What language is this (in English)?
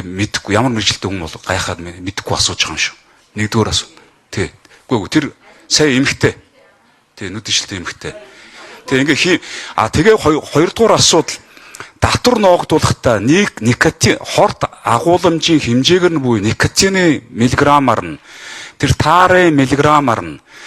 Mongolian